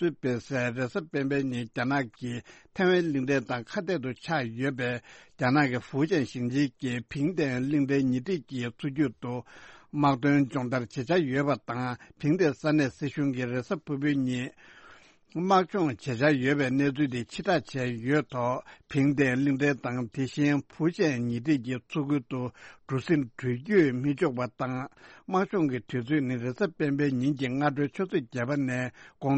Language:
Tibetan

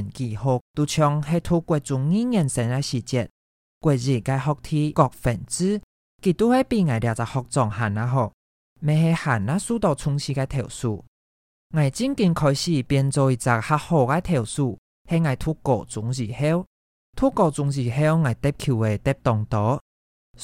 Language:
Hakka Chinese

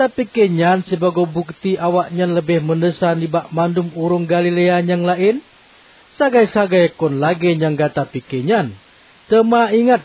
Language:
Achinese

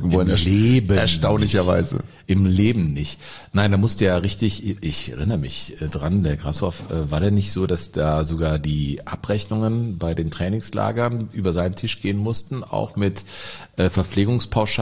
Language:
German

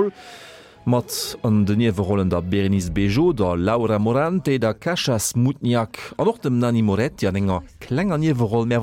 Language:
Luxembourgish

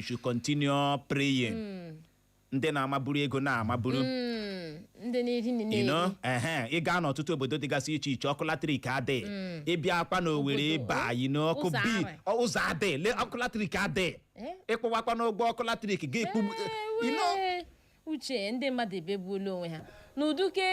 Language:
Igbo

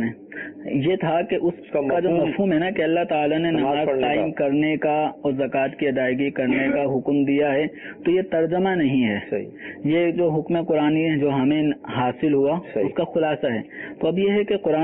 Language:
Urdu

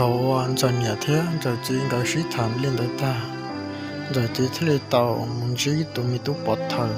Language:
Hmong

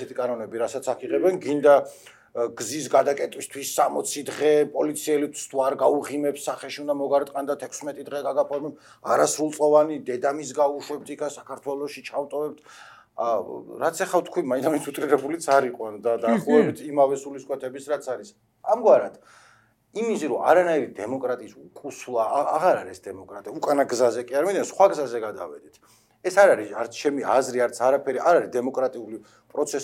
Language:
Georgian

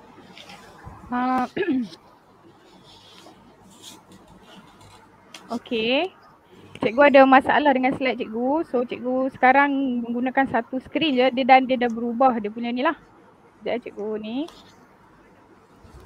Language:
Malay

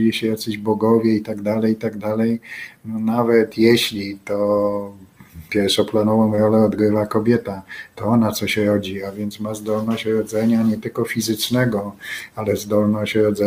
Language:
Polish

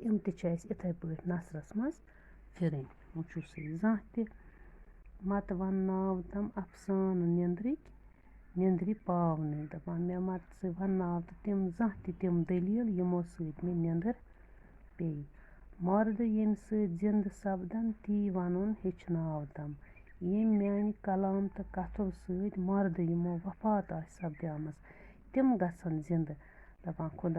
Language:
Kashmiri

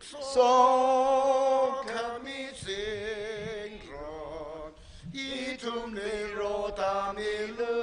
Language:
Tangkhul Naga (India)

